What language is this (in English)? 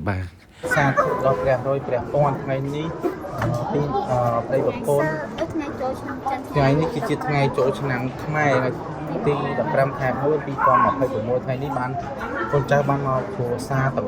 Khmer